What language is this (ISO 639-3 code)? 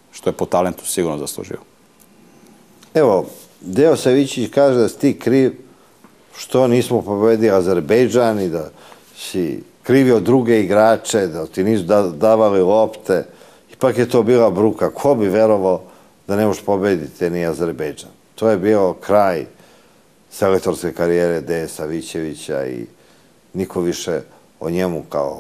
srp